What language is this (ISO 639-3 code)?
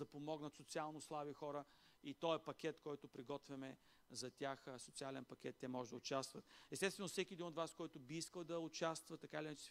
bul